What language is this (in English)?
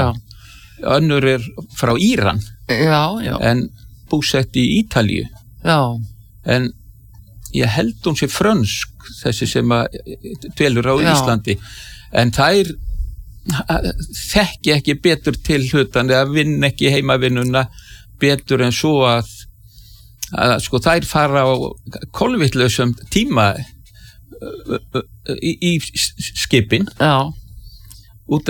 Icelandic